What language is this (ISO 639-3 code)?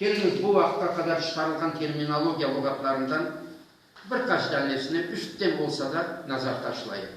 crh